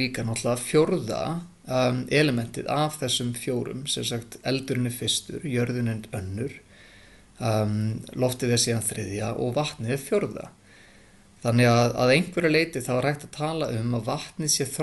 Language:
Icelandic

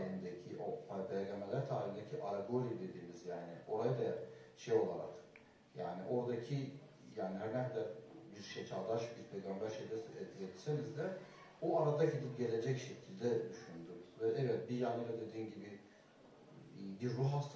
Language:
Turkish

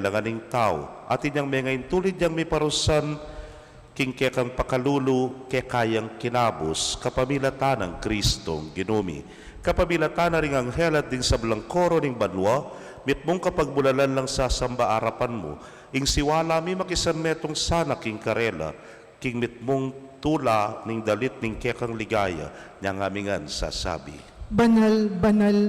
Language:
Pampanga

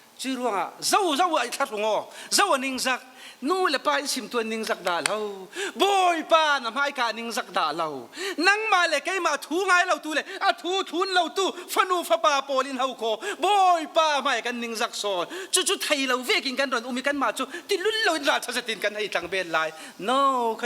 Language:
Falam Chin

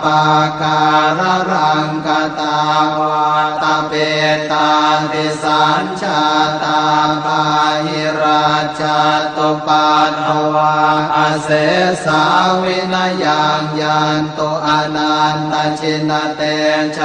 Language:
Pali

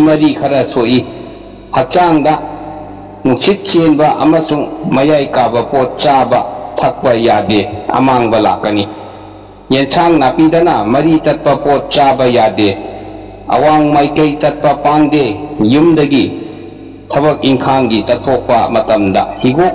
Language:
Manipuri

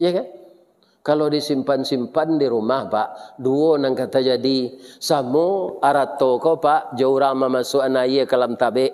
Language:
Minangkabau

